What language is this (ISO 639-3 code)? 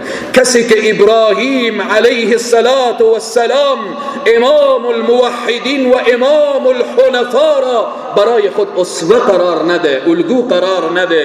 fas